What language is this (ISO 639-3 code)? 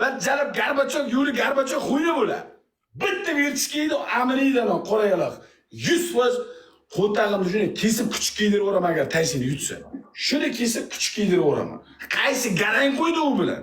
uzb